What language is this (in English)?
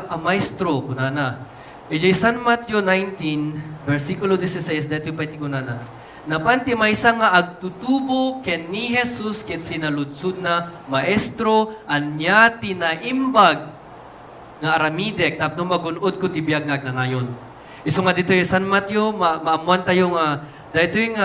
Iloko